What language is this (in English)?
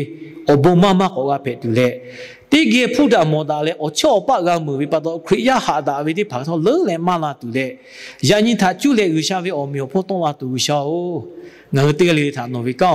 Lahu